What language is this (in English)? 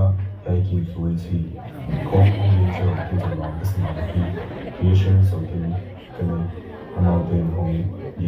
Tedim Chin